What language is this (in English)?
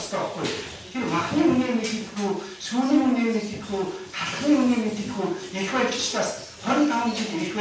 Mongolian